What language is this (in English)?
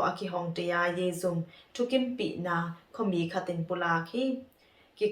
Tedim Chin